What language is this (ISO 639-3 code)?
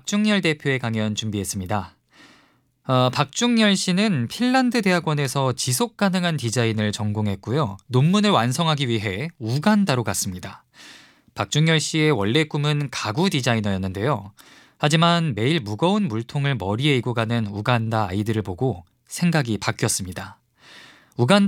kor